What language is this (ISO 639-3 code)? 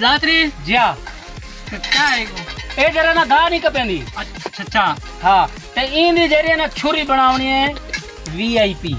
skr